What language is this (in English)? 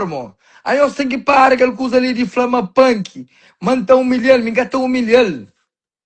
Kabuverdianu